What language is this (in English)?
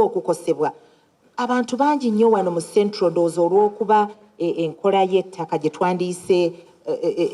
Ganda